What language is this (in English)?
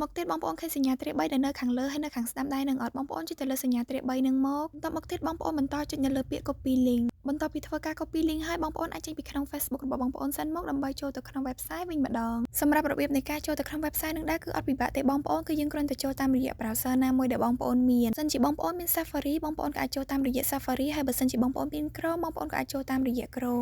Khmer